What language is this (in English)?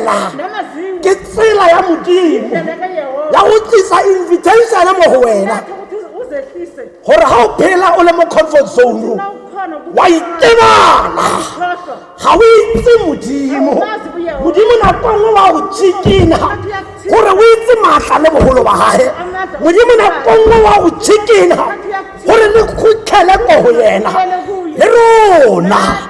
Tswana